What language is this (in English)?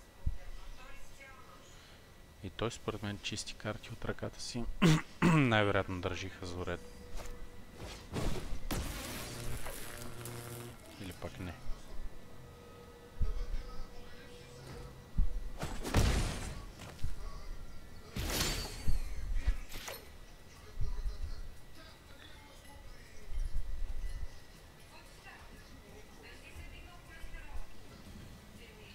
Bulgarian